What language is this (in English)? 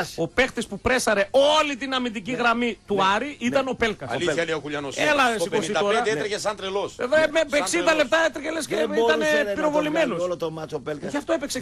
Greek